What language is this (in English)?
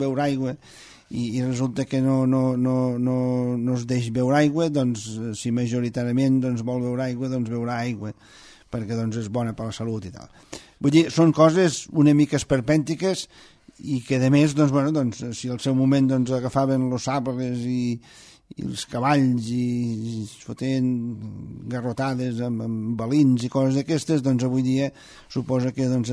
Catalan